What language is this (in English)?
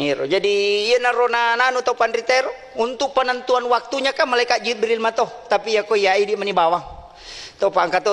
Buginese